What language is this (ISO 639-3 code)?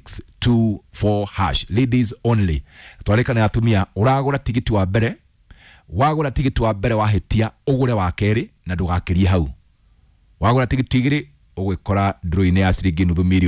kik